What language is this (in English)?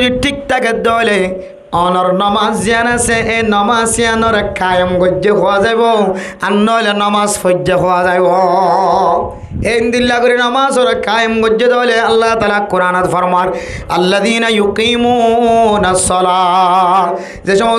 Rohingya